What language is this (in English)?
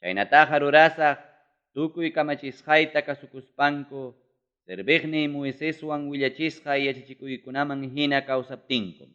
Ayacucho Quechua